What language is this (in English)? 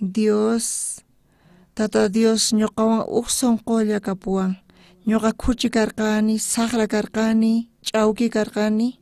South Bolivian Quechua